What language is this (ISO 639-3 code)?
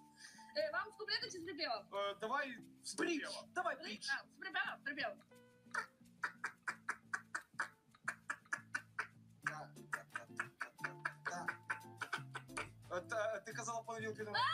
ukr